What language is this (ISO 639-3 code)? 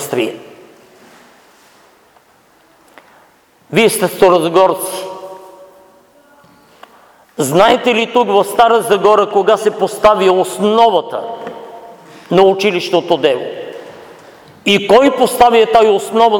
bul